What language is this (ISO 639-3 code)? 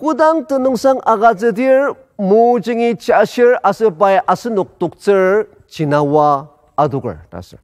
njo